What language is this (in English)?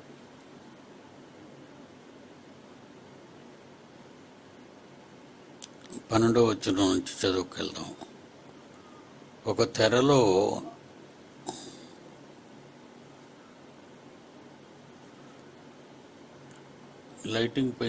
Telugu